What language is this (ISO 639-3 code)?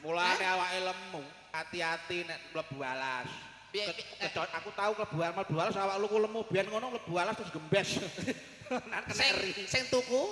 jav